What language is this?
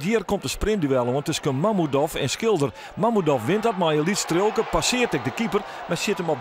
Western Frisian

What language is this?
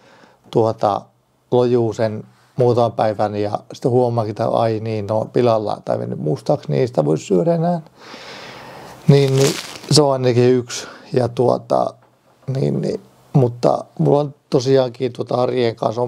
Finnish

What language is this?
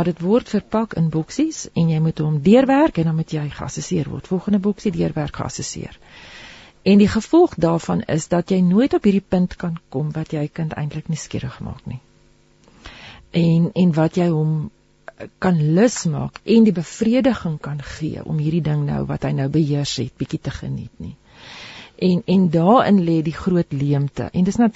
Afrikaans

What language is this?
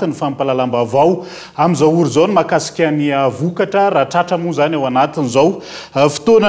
Malagasy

